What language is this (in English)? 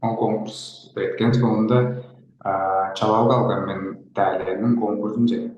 Tuvinian